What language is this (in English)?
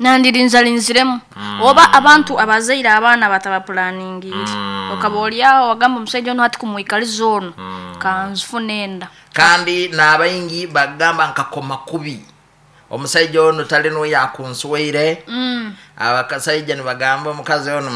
Nyankole